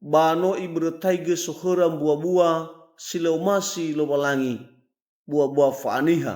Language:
Nias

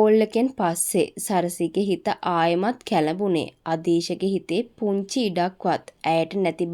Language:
Sinhala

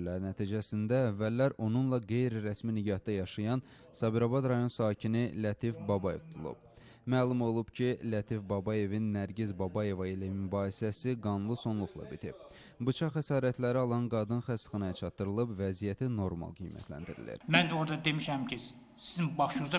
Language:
Azerbaijani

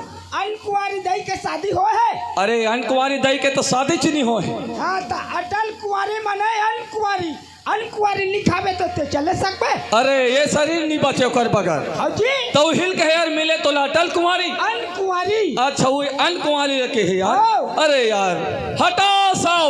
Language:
Chhattisgarhi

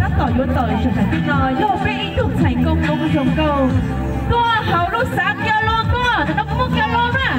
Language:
Hmong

